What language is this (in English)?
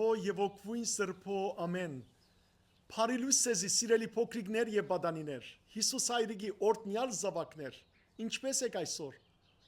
Western Armenian